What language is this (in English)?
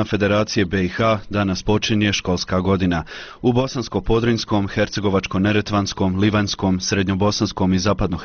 Bosnian